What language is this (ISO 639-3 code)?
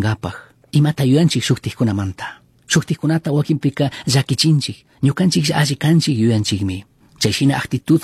qug